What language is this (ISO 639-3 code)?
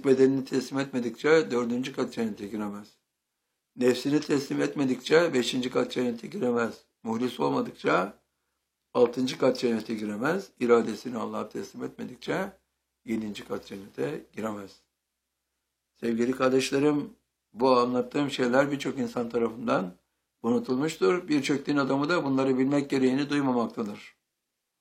tur